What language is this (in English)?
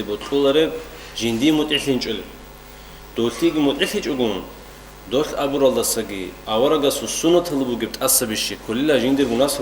Avaric